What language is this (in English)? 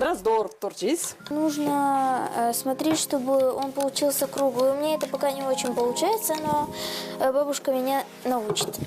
Gagauz